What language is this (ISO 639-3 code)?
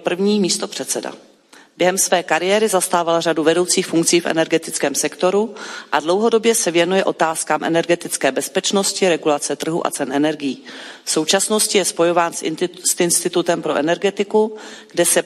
ces